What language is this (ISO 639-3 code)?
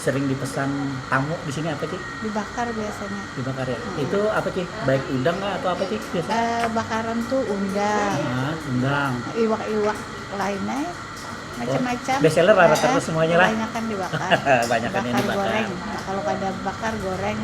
bjn